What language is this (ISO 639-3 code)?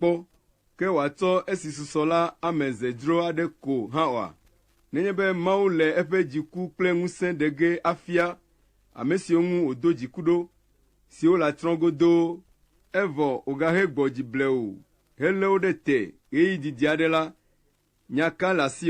ewe